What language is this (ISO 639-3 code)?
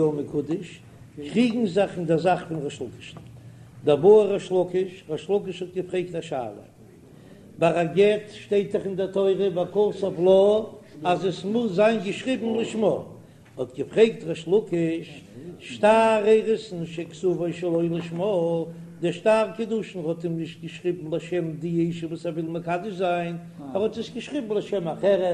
yid